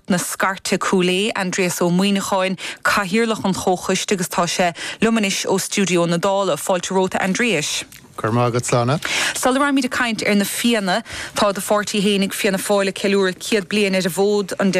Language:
Irish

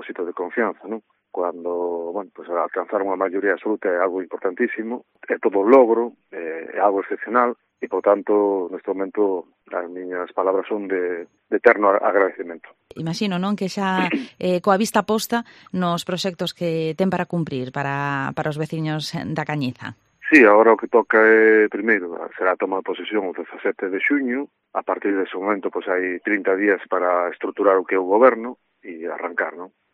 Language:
Galician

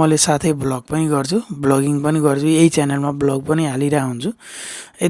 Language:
Nepali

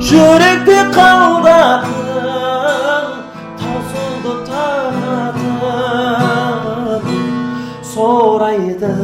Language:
Kara-Kalpak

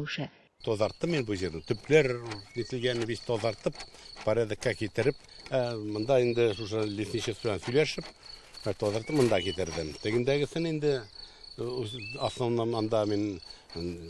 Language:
Tatar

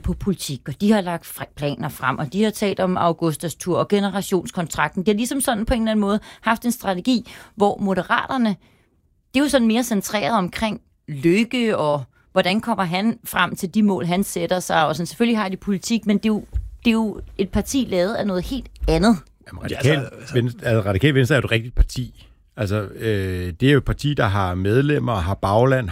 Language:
Danish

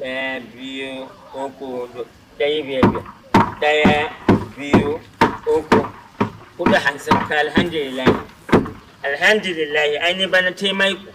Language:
Hausa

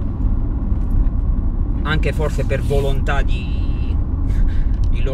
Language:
Italian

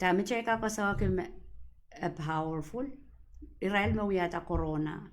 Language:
Pohnpeian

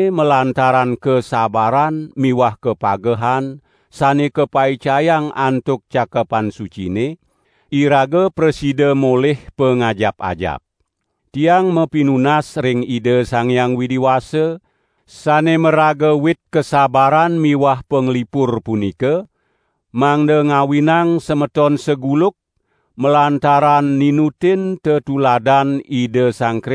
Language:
Balinese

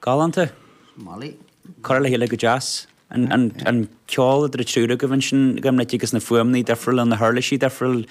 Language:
Irish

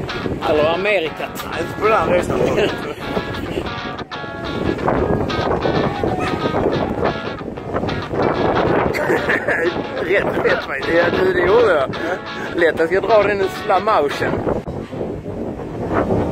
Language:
Swedish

